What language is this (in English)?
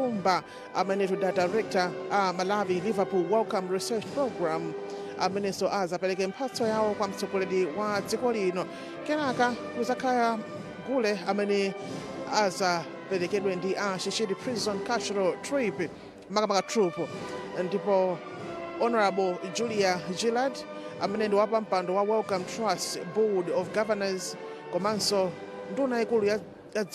Nyanja